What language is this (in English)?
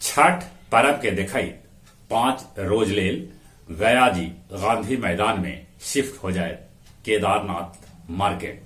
Magahi